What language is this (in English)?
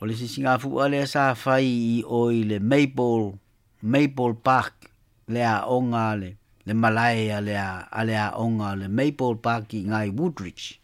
Samoan